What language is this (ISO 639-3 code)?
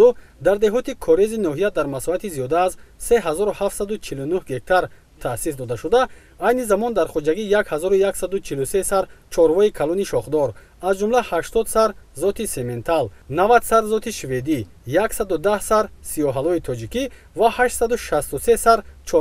tgk